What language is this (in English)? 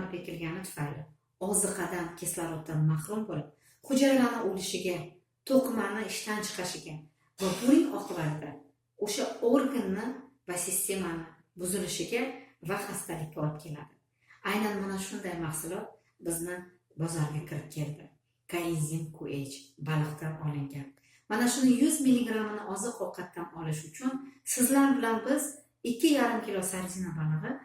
Uzbek